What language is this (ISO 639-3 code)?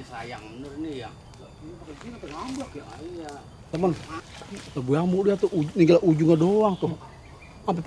bew